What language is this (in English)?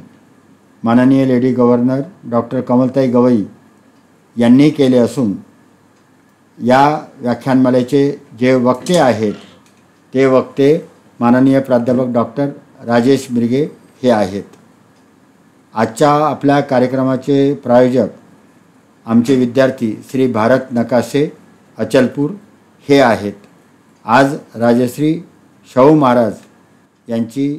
Marathi